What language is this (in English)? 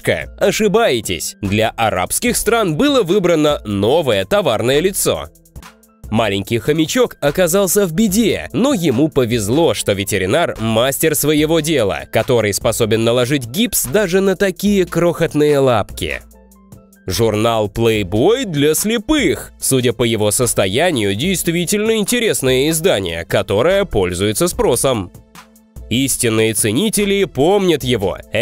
Russian